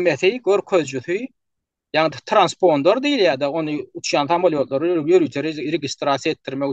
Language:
Turkmen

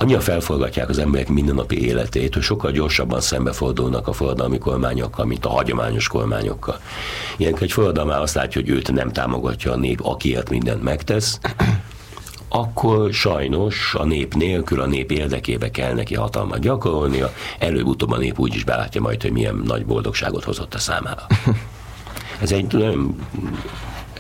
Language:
Hungarian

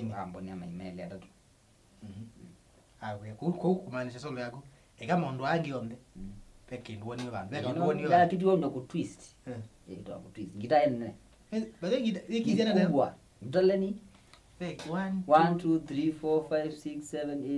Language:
Kamba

